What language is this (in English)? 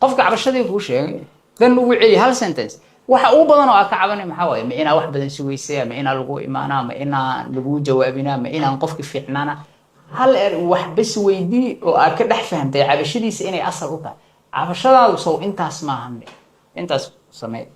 Somali